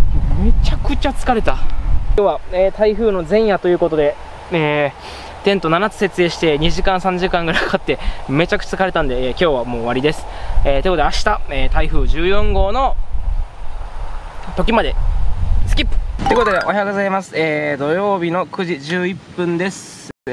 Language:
Japanese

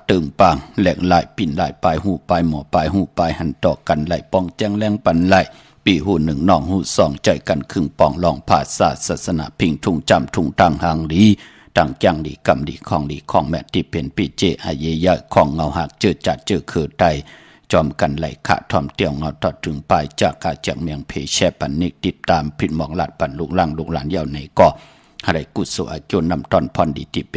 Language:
Shan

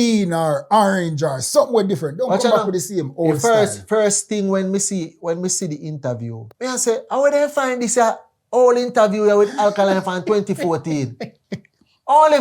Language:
Jamaican Creole English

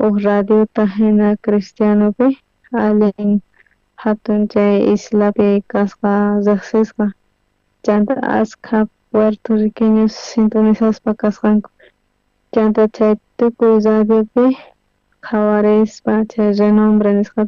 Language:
South Bolivian Quechua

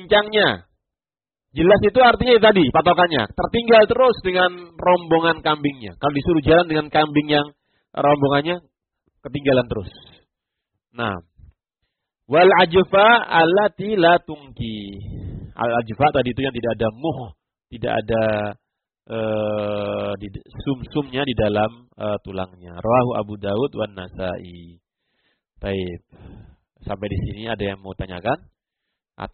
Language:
Indonesian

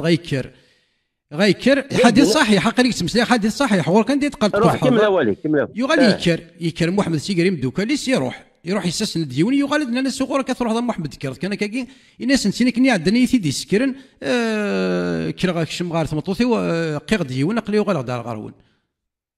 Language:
Kabyle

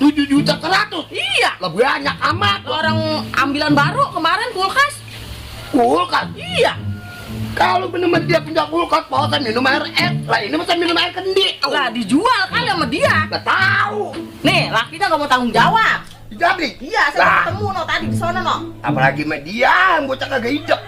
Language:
Betawi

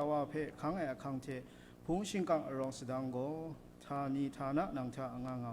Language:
Kachin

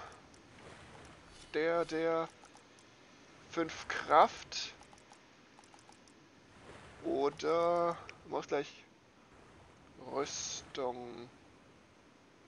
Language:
German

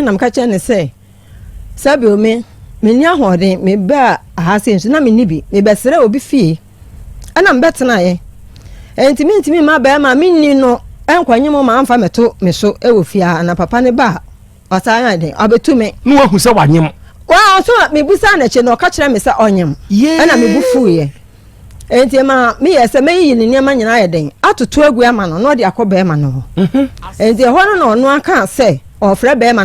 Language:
Akan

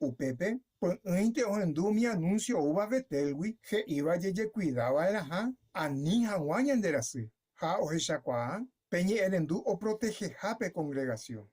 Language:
Guarani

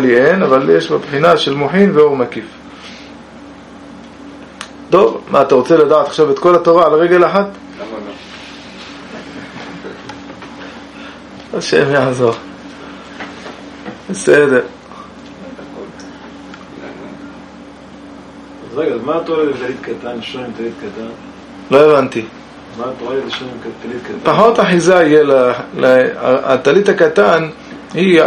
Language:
Hebrew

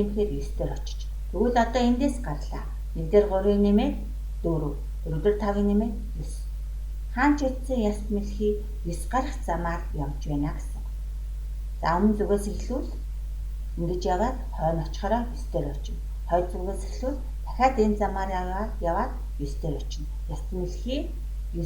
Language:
Mongolian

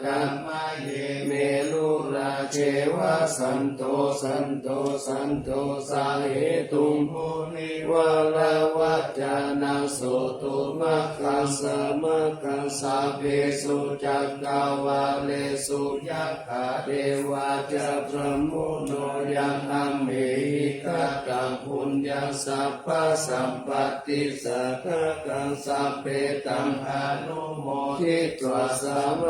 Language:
Pali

